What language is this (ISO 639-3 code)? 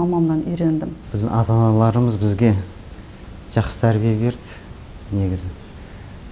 kaz